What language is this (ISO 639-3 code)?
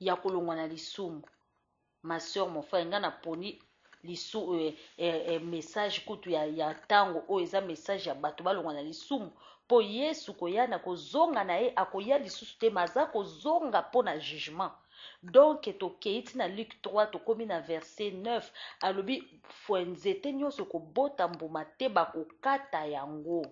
lin